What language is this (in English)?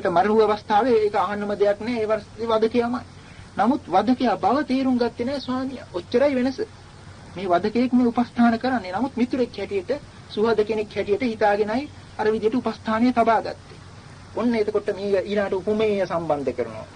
Sinhala